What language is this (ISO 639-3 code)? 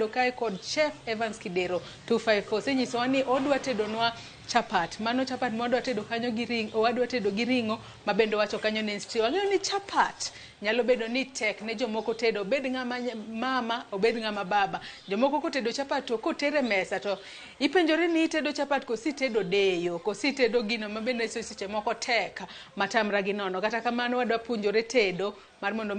luo